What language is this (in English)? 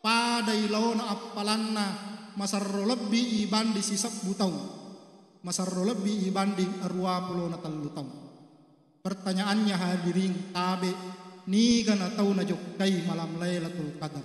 Buginese